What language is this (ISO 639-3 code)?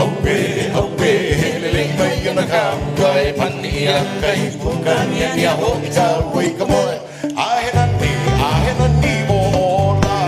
haw